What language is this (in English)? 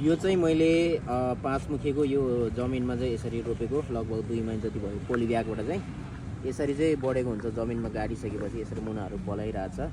Nepali